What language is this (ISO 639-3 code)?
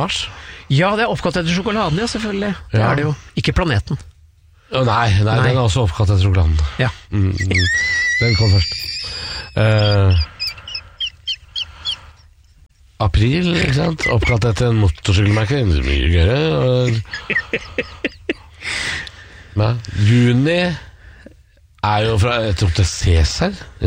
nor